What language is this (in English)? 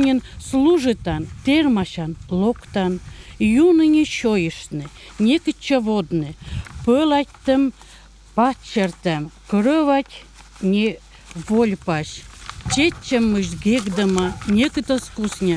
Komi